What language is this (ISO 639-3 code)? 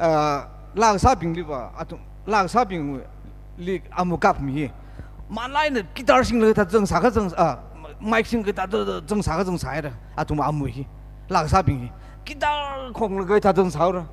nmf